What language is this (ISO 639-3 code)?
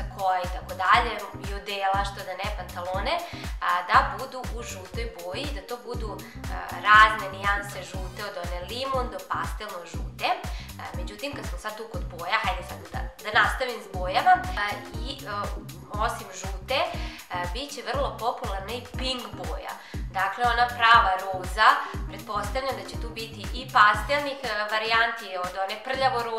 srp